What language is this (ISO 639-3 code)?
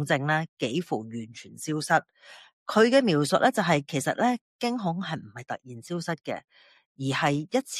yue